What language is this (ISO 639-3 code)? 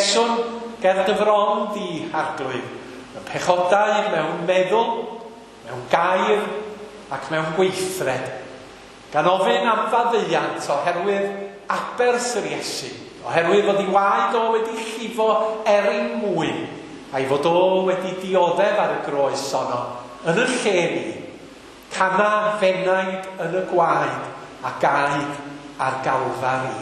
cym